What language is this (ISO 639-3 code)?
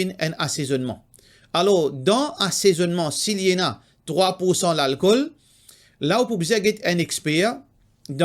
mfe